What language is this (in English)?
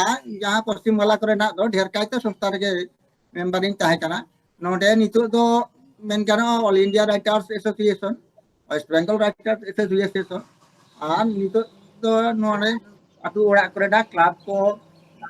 Santali